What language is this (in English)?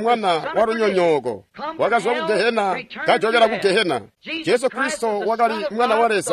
Tonga (Zambia)